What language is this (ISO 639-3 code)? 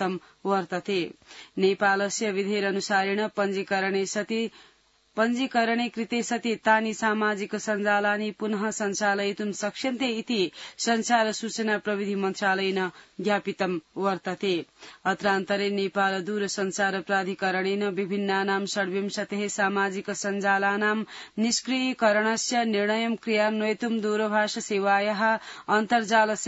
san